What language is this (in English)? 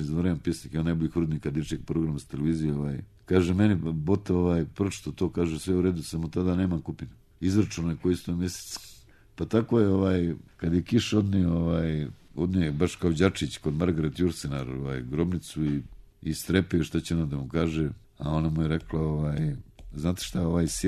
Serbian